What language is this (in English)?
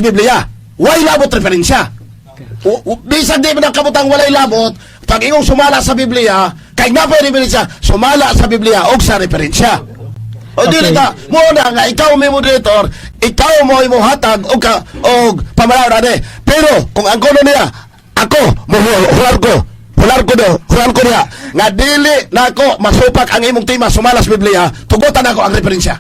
Cebuano